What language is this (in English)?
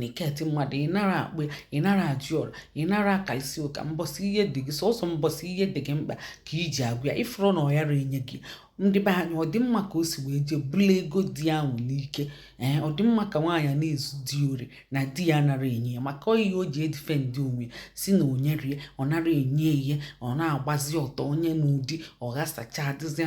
Igbo